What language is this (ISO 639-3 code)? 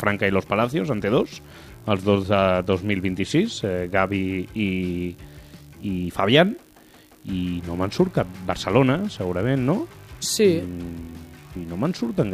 cat